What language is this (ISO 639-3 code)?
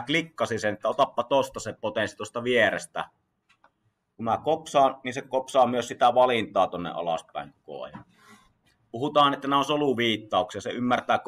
fin